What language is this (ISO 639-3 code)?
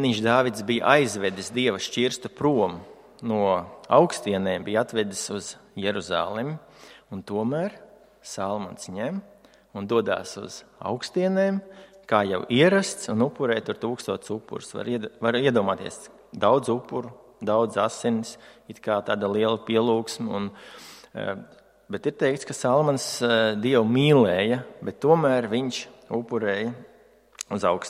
lav